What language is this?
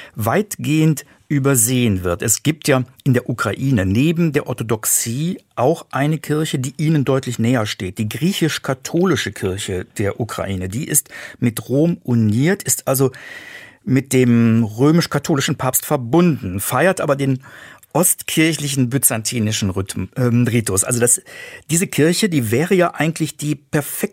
German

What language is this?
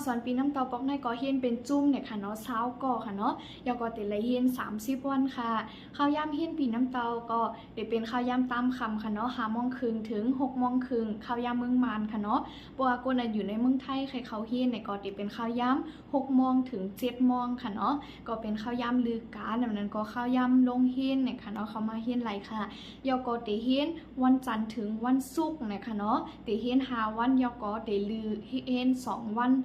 Shan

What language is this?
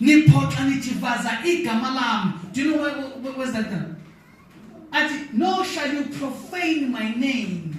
Zulu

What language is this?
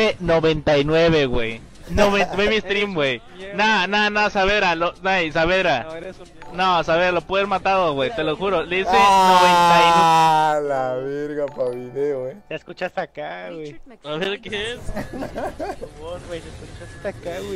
Spanish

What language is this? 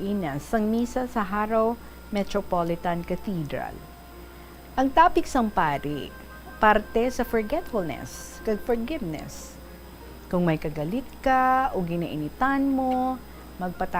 Hiligaynon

